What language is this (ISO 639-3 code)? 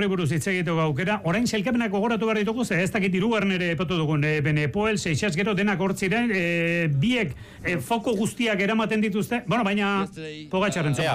eus